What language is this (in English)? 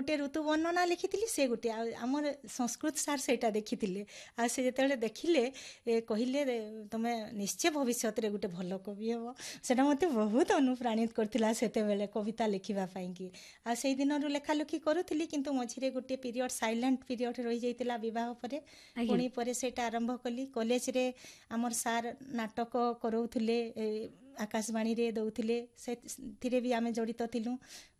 Odia